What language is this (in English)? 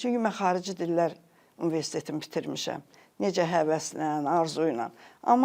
Azerbaijani